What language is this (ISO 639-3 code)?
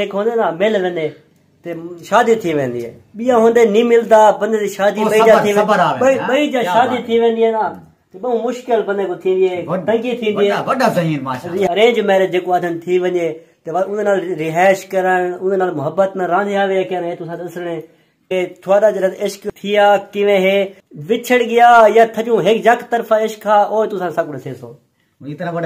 skr